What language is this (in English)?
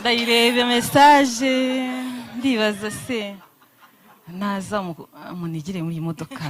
Kinyarwanda